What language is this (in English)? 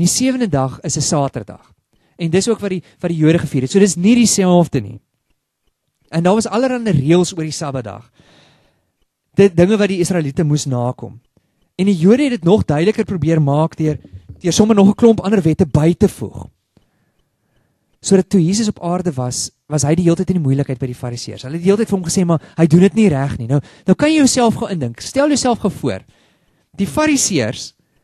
Afrikaans